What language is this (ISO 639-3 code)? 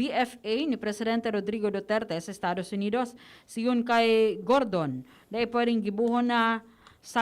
bik